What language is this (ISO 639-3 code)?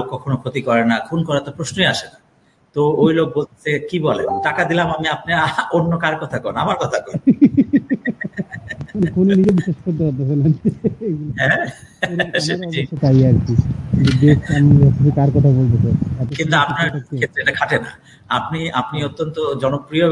ben